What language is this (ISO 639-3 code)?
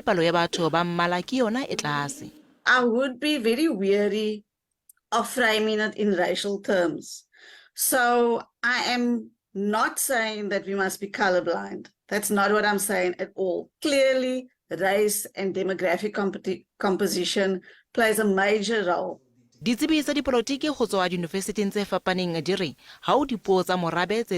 sot